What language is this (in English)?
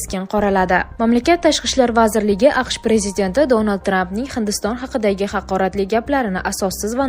Uzbek